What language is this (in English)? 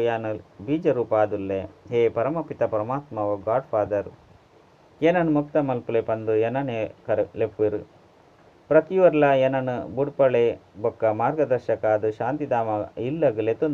Tulu